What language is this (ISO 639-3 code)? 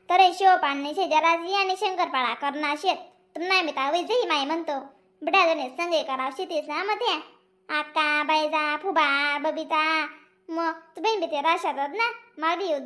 khn